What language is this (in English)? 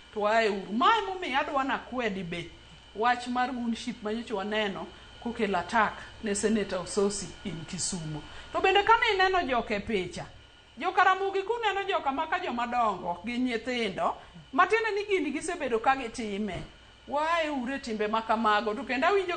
Luo (Kenya and Tanzania)